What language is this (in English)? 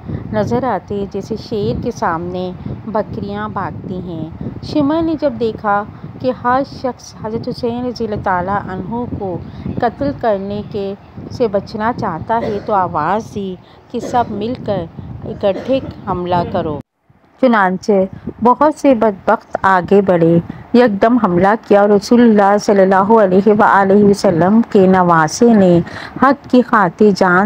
Urdu